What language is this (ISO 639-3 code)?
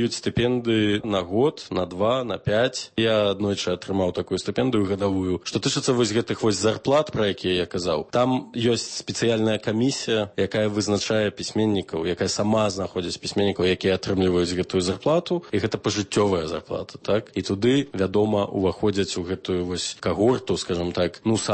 bel